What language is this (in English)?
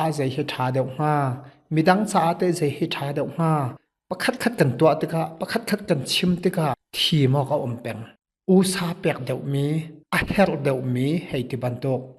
Hakha Chin